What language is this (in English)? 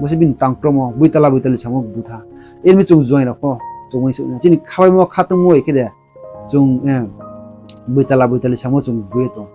Riang (India)